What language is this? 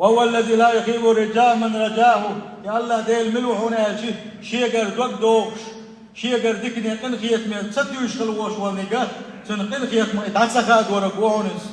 Chechen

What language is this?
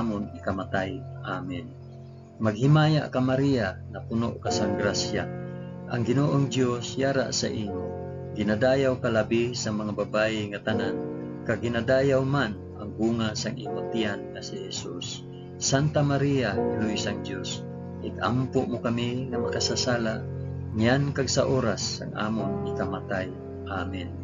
Hiligaynon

